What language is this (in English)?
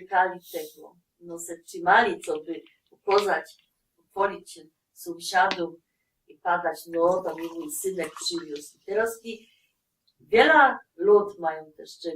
Silesian